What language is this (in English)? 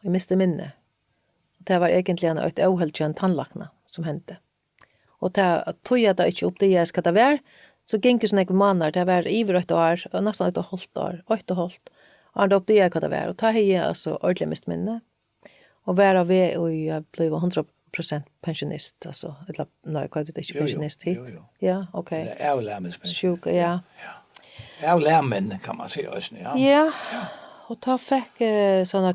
Faroese